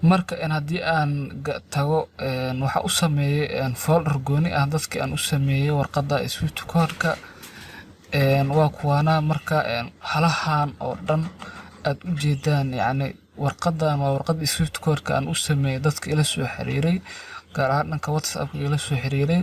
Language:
Somali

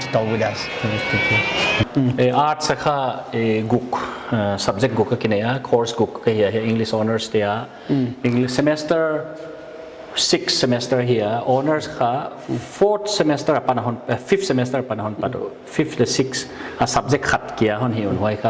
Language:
Paite Chin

